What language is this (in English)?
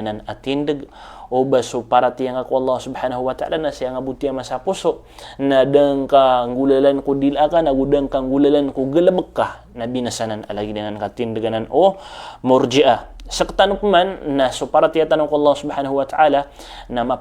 Maranao